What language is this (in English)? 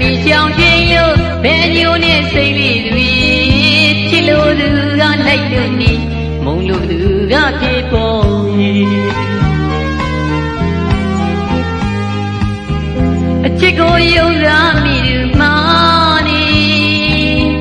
Burmese